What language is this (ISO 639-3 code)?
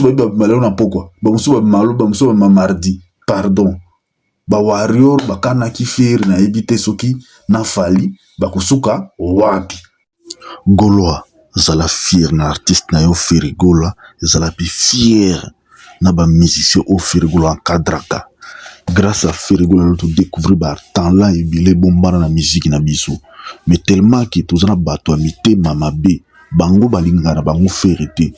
lin